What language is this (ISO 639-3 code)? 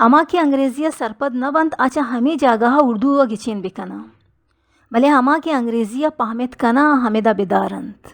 bal